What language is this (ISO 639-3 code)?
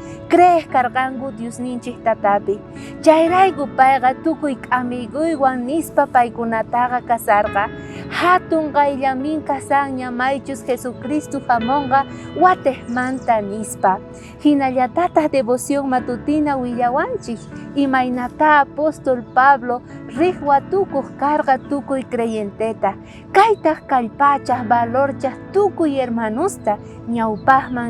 quh